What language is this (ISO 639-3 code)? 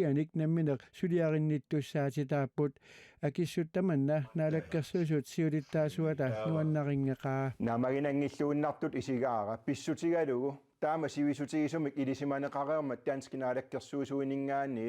kal